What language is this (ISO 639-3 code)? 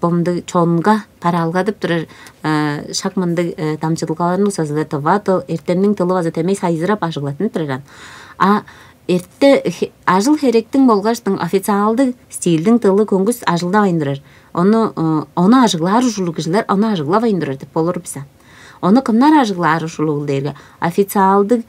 tyv